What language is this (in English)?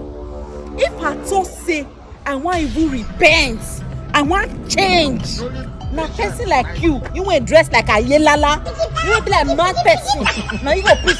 Nigerian Pidgin